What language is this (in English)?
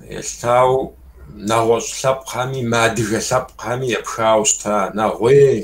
Kabardian